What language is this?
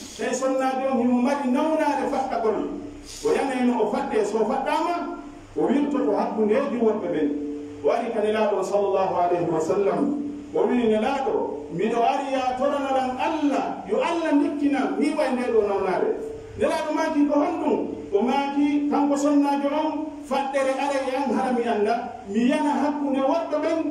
Pular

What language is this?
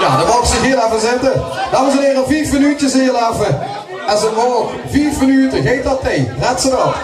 Limburgish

